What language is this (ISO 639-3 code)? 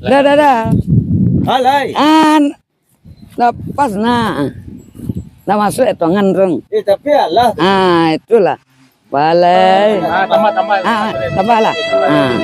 min